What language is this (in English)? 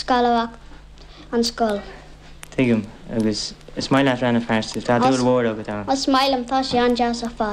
Irish